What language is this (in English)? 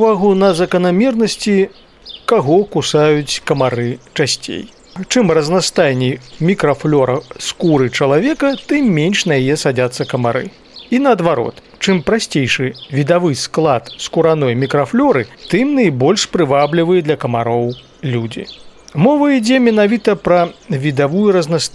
Belarusian